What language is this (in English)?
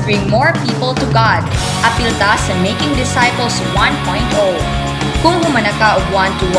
Cebuano